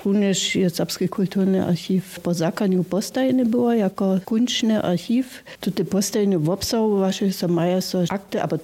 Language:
Upper Sorbian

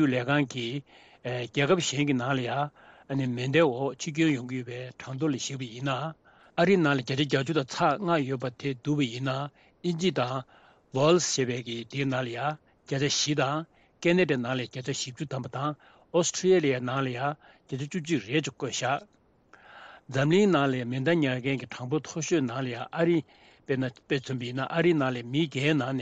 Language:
Tibetan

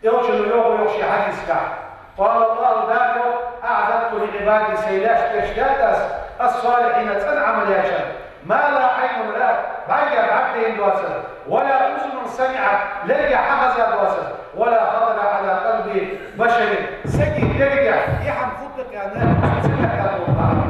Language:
Ingush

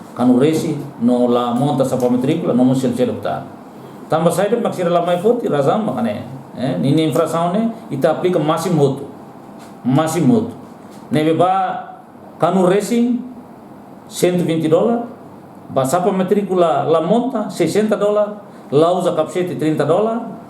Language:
Tetum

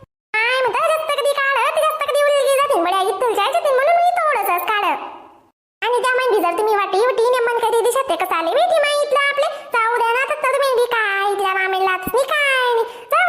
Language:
Khandesi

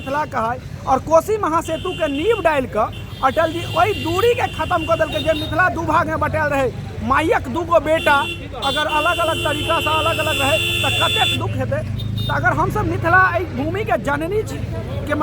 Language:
Maithili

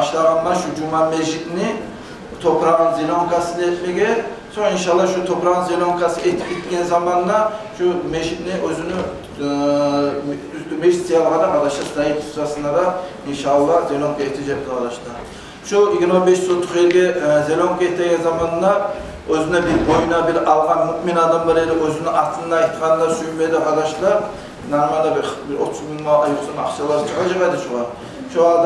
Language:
Kumyk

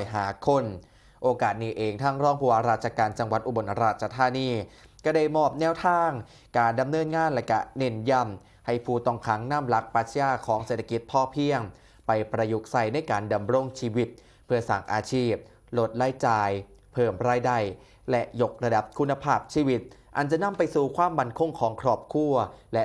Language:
Northeastern Thai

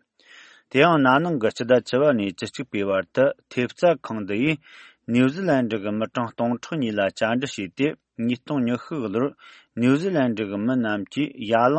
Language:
Tibetan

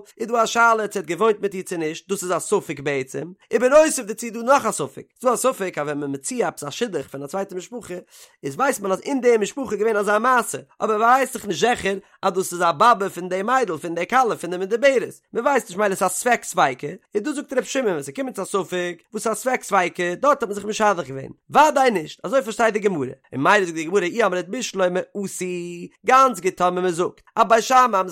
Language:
Yiddish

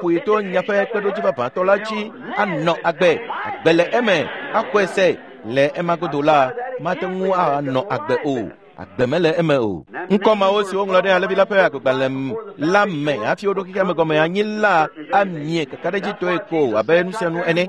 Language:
Ewe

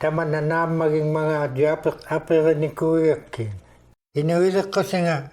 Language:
Inuktitut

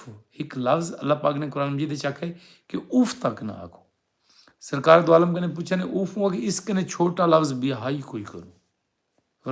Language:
Saraiki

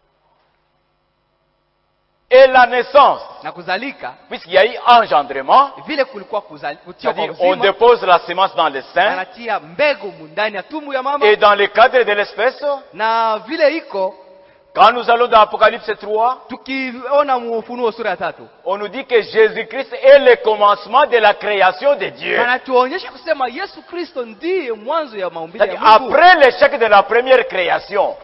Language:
Swahili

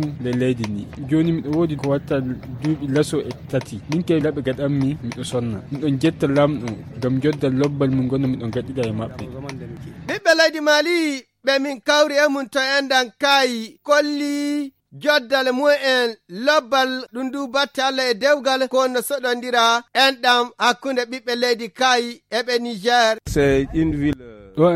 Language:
Fula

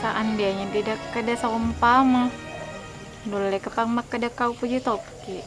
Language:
Buginese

